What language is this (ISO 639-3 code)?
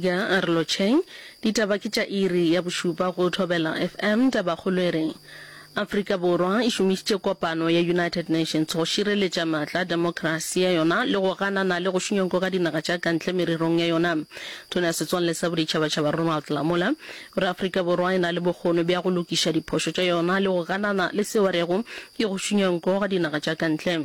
nso